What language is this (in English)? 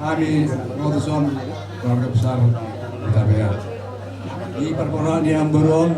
Batak Toba